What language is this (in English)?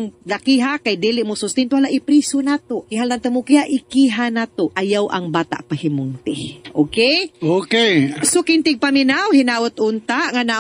Cebuano